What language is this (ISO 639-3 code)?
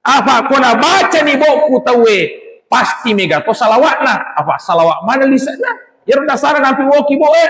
bug